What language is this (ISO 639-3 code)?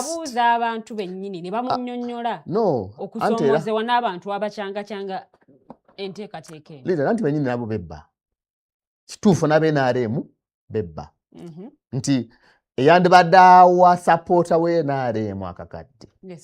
lug